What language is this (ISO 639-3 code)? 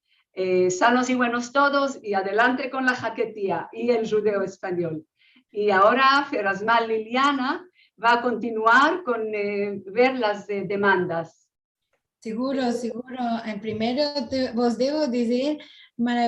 lad